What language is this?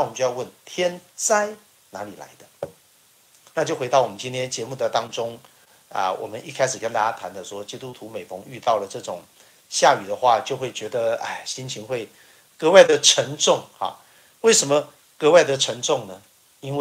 Chinese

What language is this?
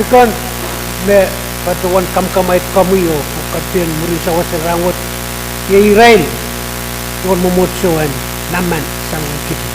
Pohnpeian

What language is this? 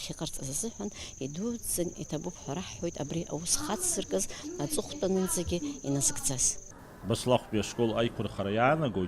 Abkhazian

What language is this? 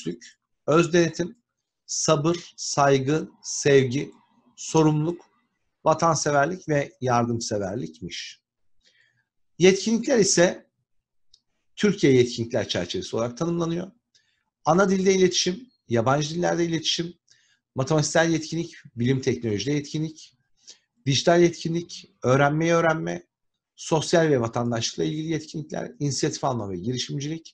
Turkish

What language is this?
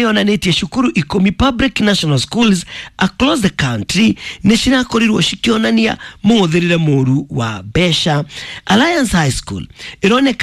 Kikuyu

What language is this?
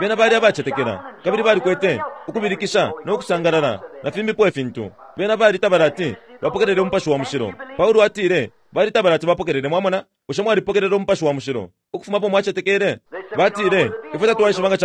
Bemba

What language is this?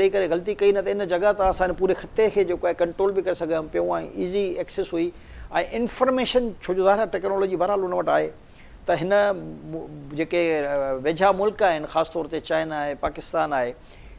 Sindhi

